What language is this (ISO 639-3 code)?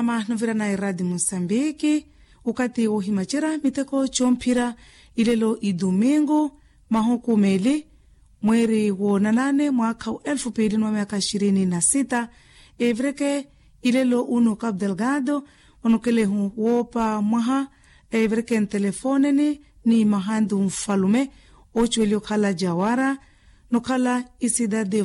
vmw